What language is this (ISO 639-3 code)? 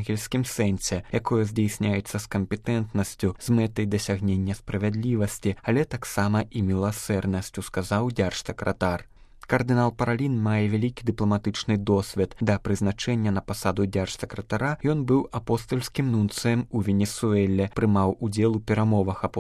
bel